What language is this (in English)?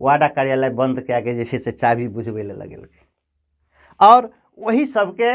Maithili